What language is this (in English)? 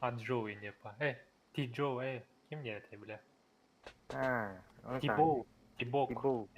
Yakut